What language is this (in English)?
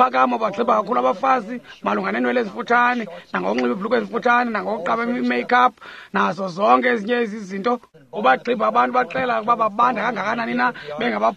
Xhosa